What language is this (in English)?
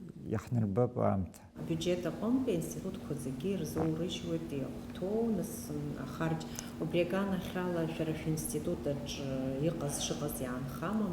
Abkhazian